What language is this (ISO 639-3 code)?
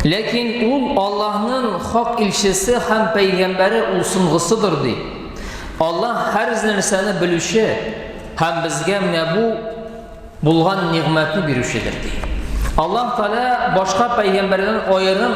tat